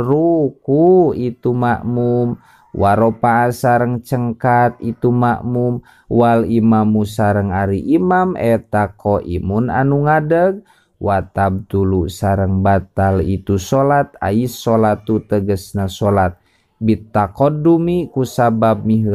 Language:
Sundanese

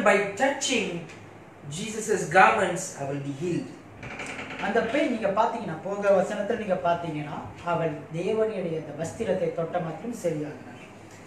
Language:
Tamil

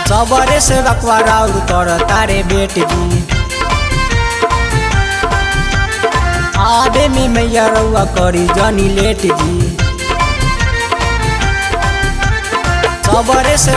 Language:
Bhojpuri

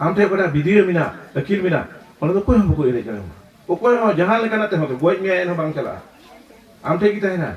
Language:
Santali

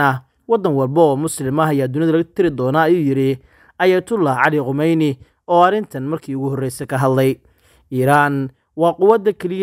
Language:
Somali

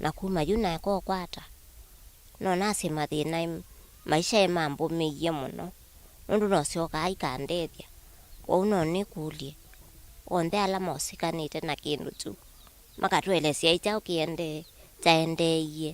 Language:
Kamba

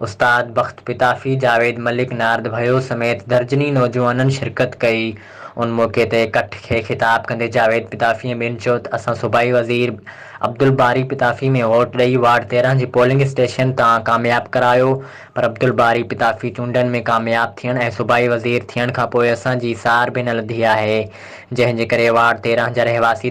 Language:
Sindhi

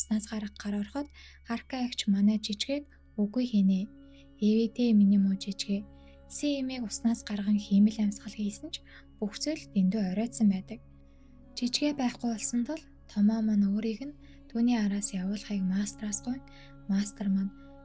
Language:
Mongolian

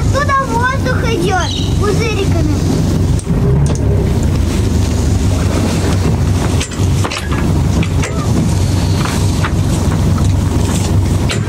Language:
Russian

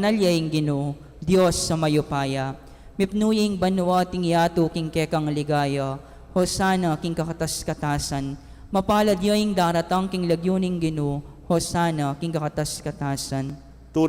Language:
Pampanga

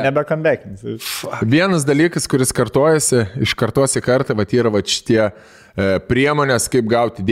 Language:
Lithuanian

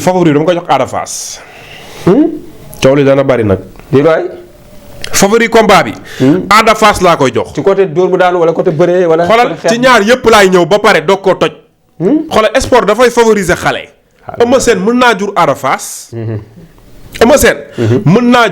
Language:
Wolof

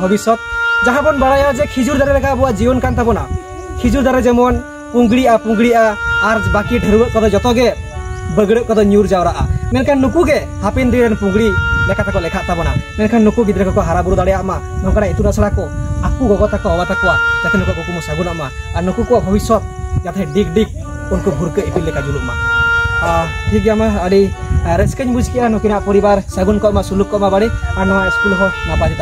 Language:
Santali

